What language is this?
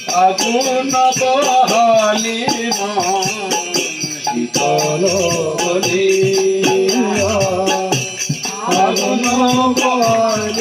Bangla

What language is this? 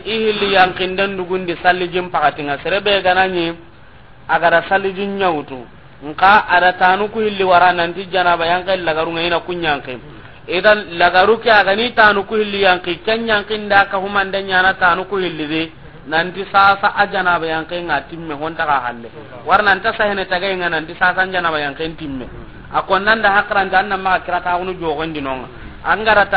Soninke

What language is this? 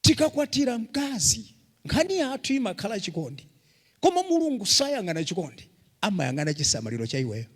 Nyanja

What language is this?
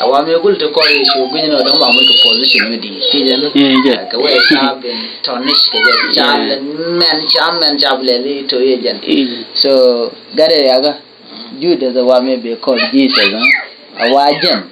Nuer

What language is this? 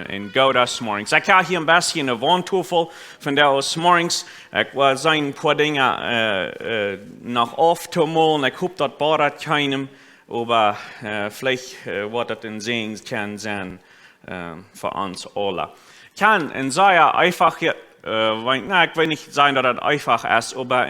Plautdietsch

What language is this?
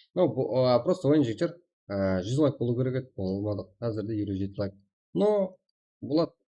Kara-Kalpak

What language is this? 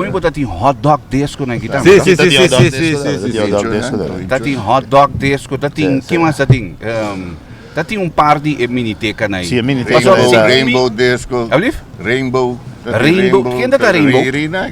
Papiamento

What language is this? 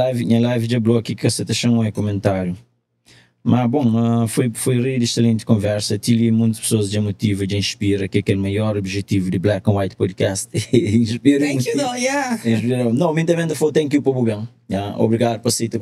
Kabuverdianu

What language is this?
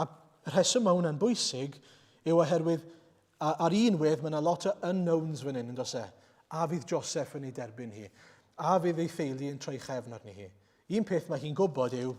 Welsh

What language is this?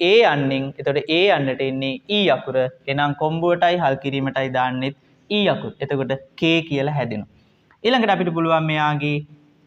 Sinhala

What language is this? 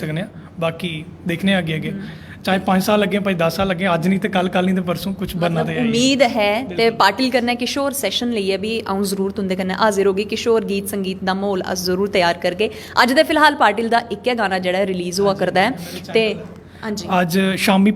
Dogri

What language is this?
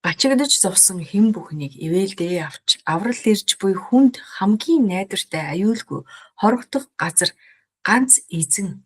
Mongolian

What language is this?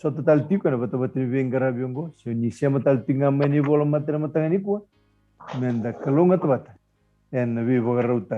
Fijian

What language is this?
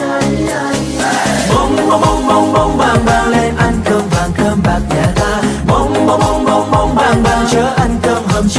Vietnamese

